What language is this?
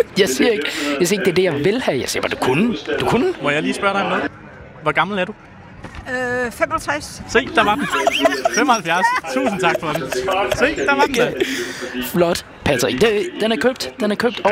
Danish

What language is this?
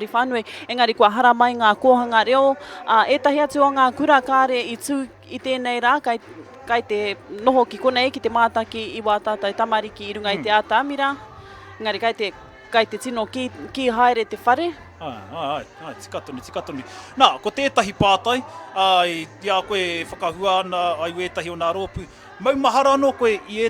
Māori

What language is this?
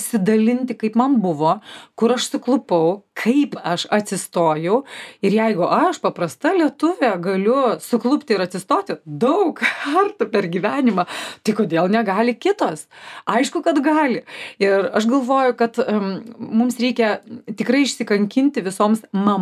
Lithuanian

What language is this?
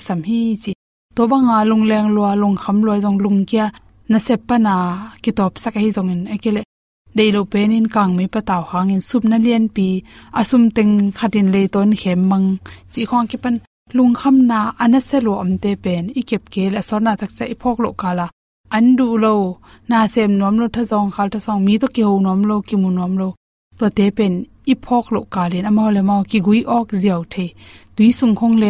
Tedim Chin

